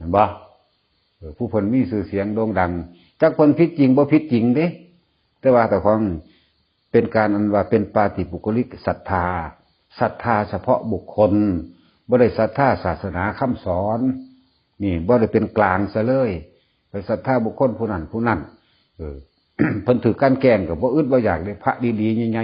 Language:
Northeastern Thai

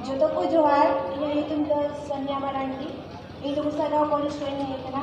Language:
Santali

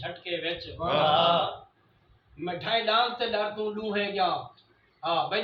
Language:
Saraiki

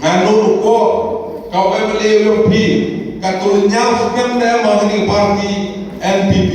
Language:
Khasi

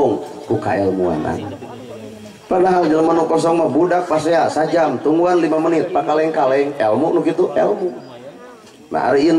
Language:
Sundanese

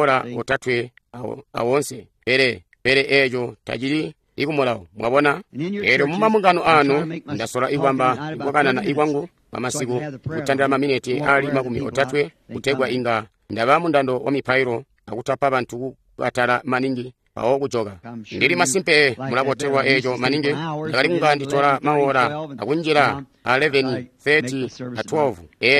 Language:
Tonga (Zambia)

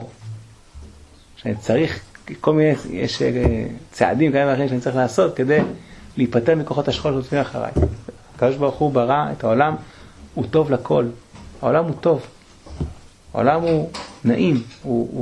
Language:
Hebrew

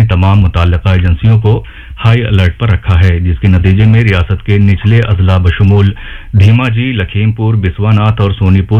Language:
Urdu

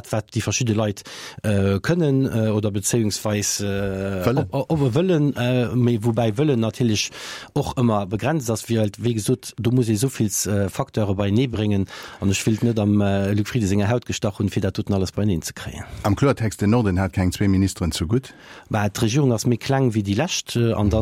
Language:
Luxembourgish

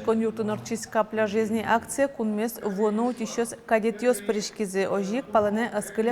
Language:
Udmurt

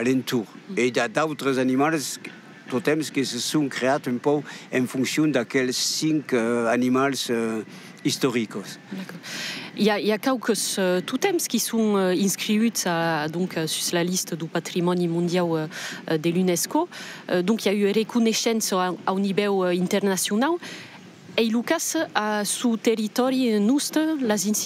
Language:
Occitan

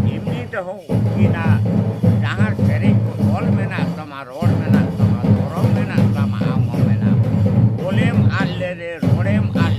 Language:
Santali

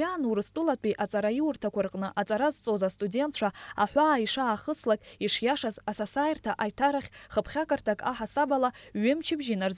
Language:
Abkhazian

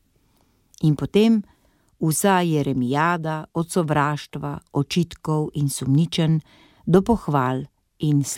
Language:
Slovenian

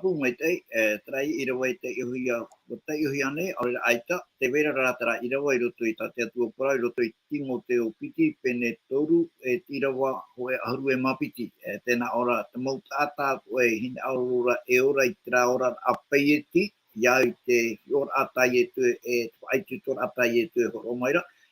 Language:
Tahitian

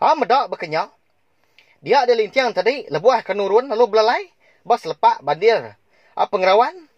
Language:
Iban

